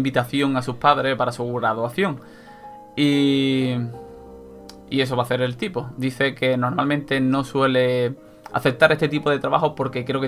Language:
Spanish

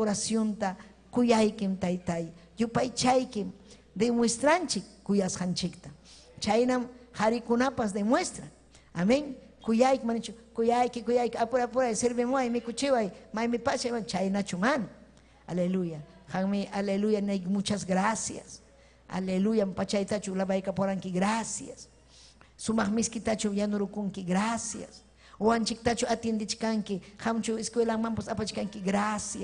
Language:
Ayacucho Quechua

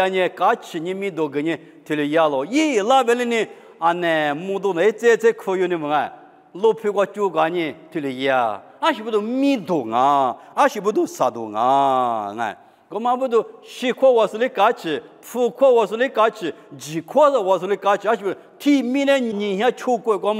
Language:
Lisu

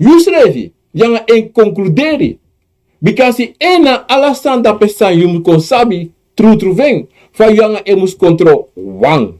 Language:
Sranan Tongo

